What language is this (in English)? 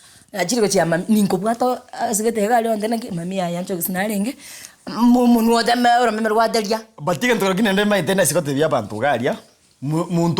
Gusii